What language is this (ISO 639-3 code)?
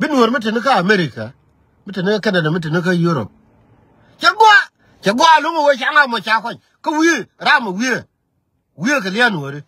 nus